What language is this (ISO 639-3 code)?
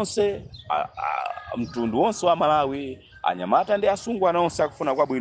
nya